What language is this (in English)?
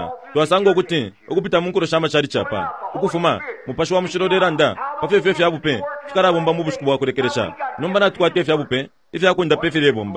Bemba